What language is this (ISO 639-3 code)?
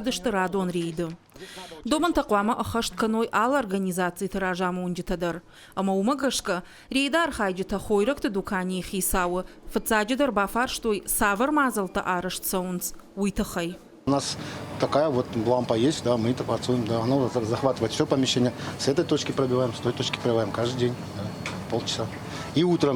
oss